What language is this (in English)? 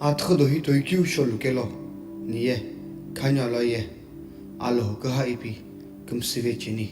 Sumi Naga